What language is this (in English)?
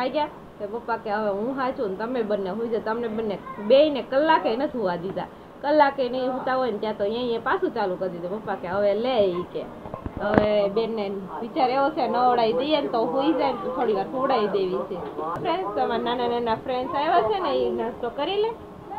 Gujarati